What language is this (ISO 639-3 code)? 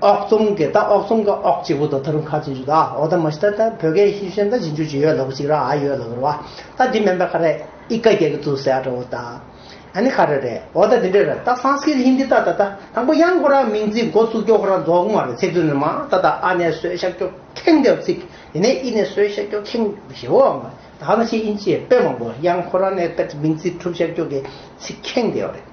bod